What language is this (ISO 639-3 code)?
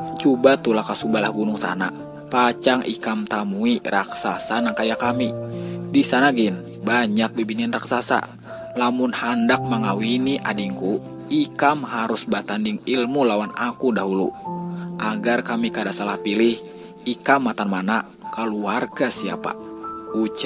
bjn